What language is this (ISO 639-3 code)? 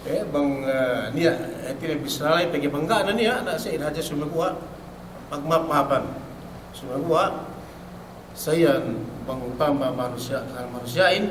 yka